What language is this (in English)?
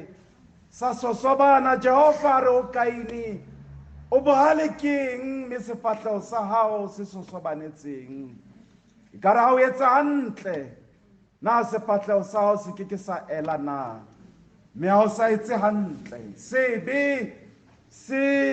Southern Sotho